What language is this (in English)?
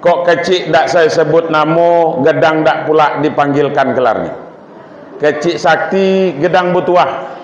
Minangkabau